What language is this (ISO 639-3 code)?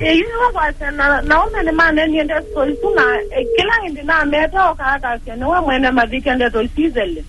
kam